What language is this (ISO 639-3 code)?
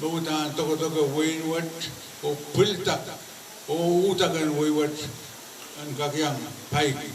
pon